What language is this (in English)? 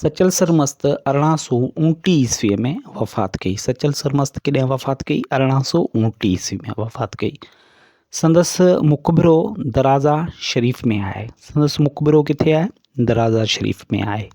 Sindhi